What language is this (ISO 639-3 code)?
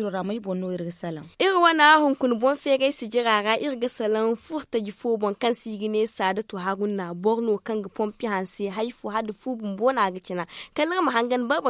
dje